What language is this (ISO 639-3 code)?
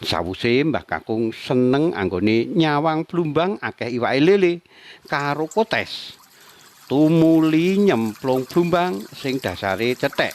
jav